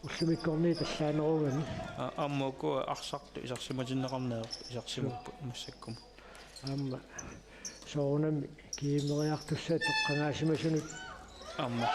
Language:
Kalaallisut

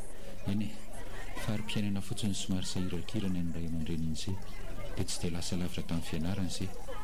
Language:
Malagasy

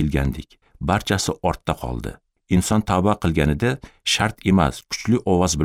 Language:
Uzbek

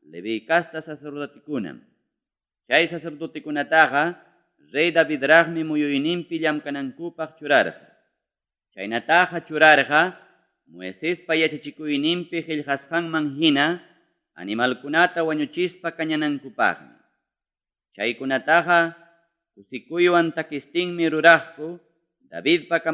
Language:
Ayacucho Quechua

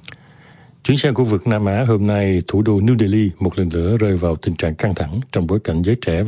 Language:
Vietnamese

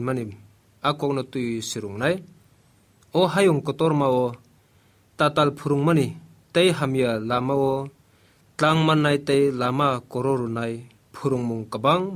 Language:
Kok Borok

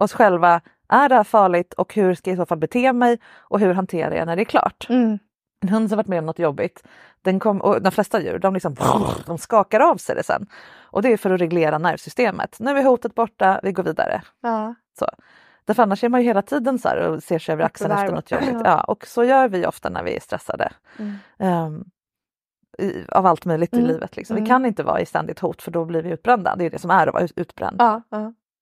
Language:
Swedish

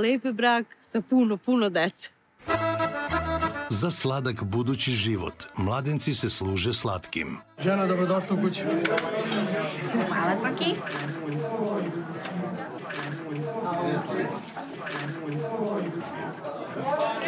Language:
Serbian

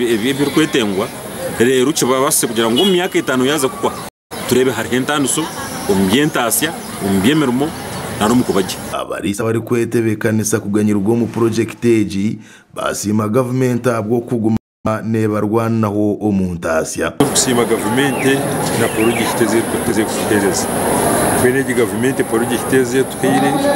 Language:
Nyankole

